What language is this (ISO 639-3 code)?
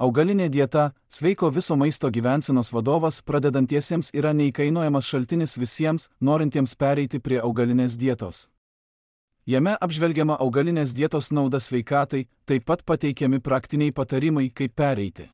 lit